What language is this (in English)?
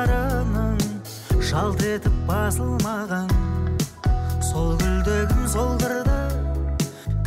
Kazakh